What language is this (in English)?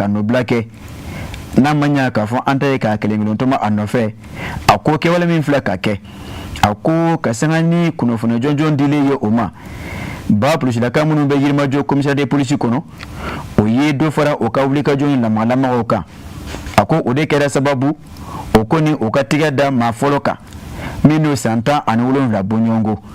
Bambara